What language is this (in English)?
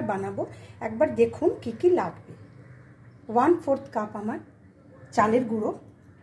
Bangla